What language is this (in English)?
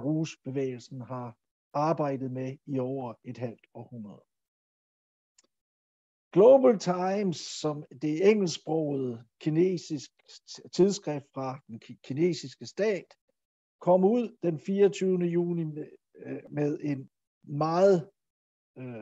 Danish